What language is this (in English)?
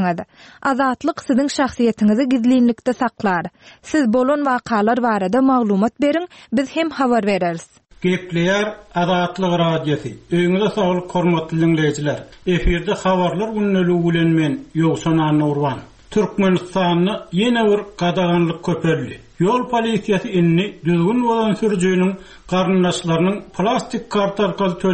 Turkmen